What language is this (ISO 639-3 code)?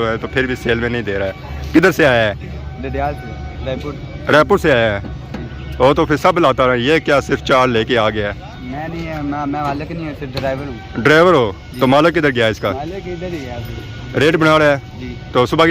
phr